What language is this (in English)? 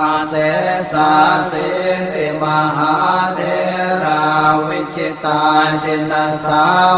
Pali